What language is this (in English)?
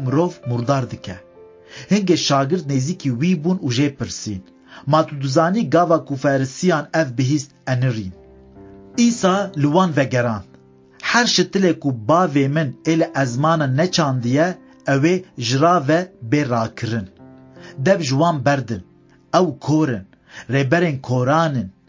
Kurdish